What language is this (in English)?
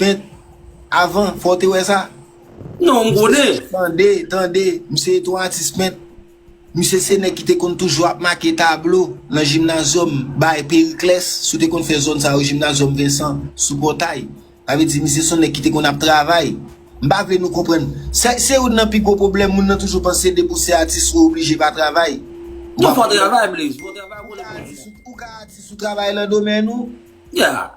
Haitian Creole